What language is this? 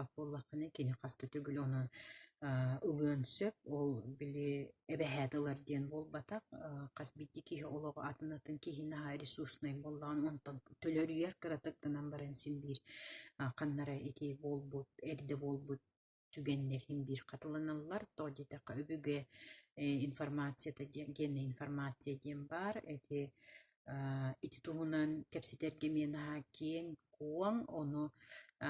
Yakut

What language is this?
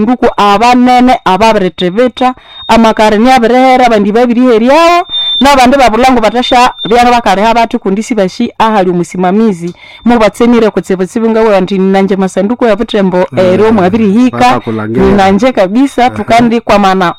Nande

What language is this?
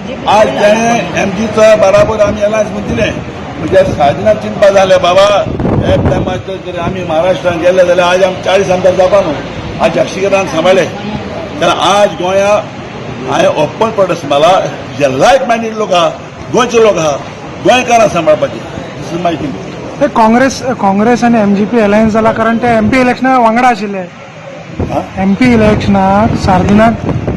Konkani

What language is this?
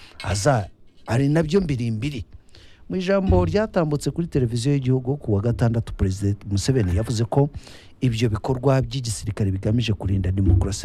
Kinyarwanda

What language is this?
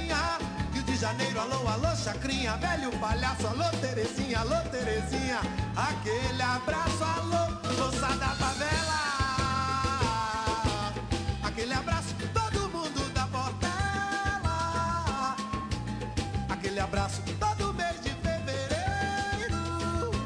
Portuguese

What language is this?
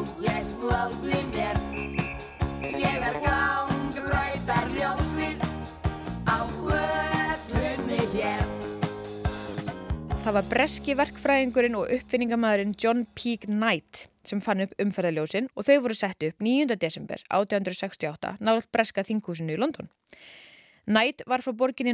Icelandic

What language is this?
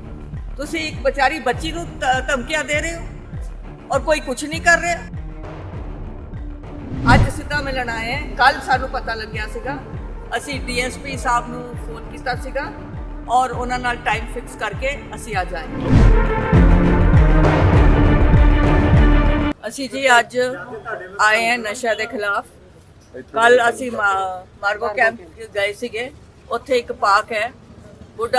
Punjabi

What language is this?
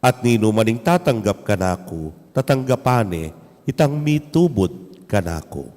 Pampanga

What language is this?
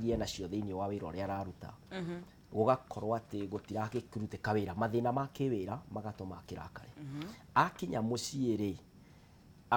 Kikuyu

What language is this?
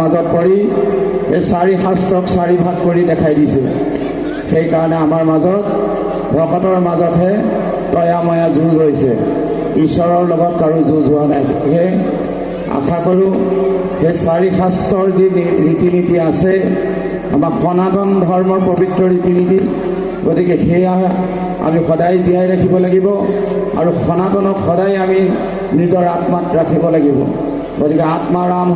Assamese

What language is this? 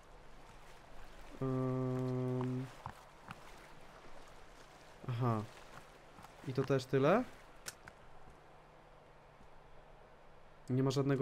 Polish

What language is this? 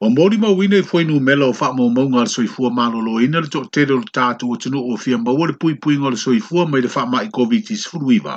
Samoan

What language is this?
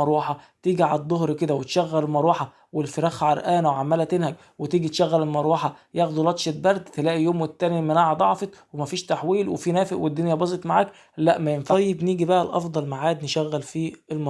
Egyptian Arabic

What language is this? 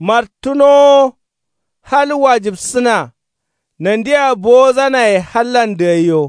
Kanuri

